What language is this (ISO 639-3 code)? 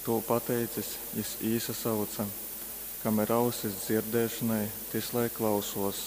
ltg